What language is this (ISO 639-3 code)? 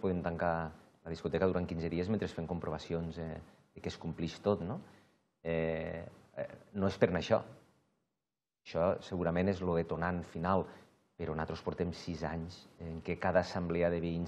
cat